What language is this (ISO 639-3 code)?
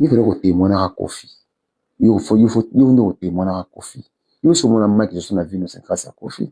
lin